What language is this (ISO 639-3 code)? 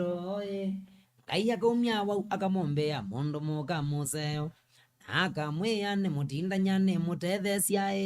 kam